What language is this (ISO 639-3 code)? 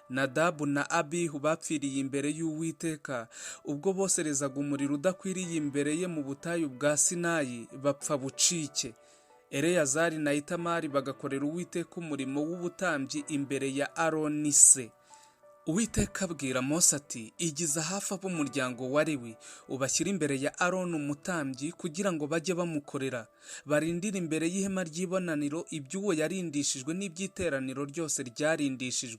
kin